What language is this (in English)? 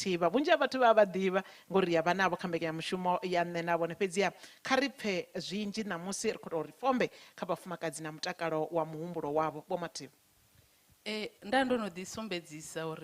Venda